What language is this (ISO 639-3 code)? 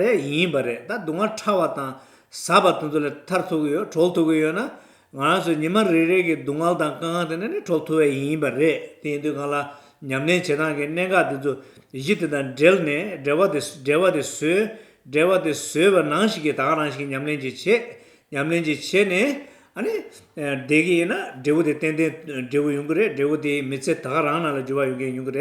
bod